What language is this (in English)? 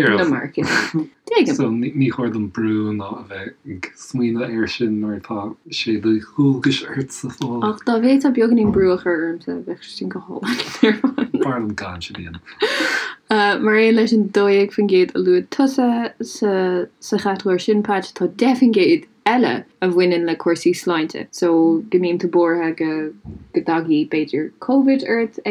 Irish